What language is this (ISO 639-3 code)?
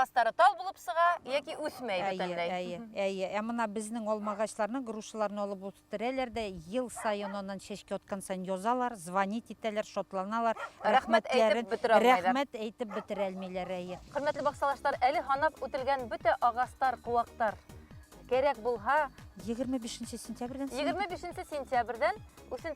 bak